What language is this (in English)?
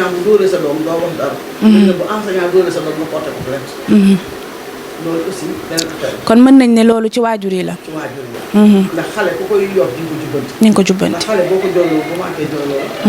Wolof